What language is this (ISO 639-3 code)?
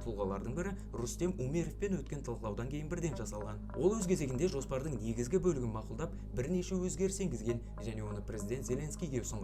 kaz